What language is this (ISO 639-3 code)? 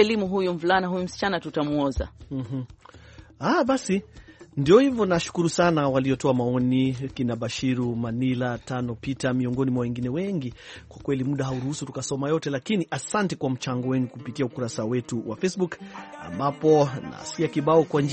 swa